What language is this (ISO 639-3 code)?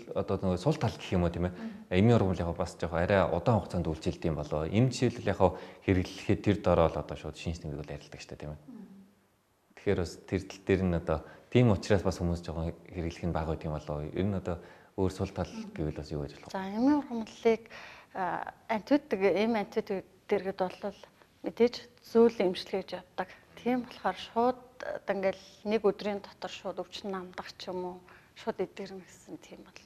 mon